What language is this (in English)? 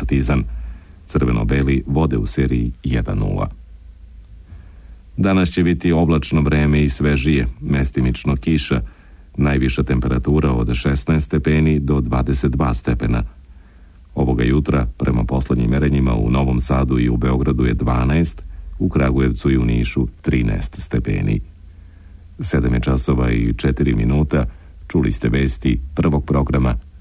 Serbian